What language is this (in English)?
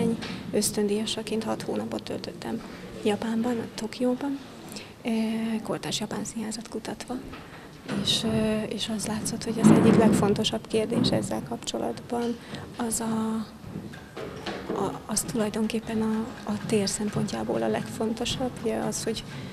Hungarian